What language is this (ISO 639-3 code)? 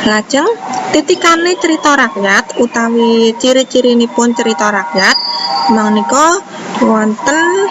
jav